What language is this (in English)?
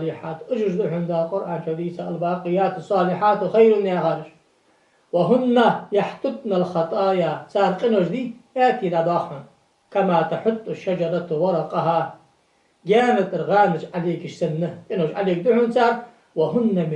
Ingush